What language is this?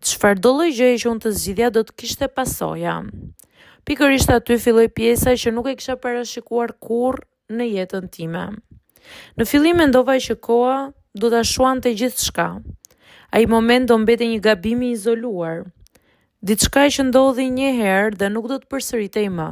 Albanian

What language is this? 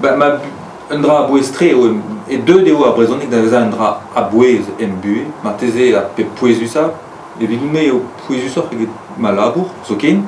Breton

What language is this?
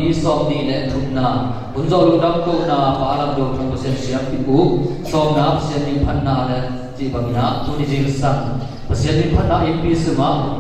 Tedim Chin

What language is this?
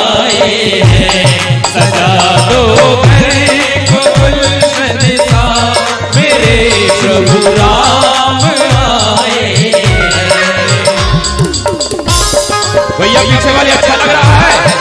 Hindi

